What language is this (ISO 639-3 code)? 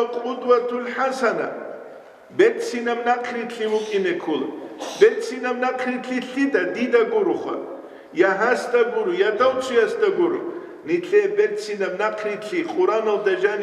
ava